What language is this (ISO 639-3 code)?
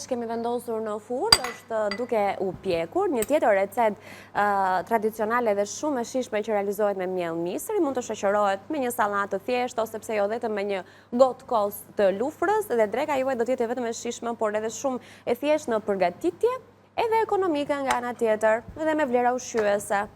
sqi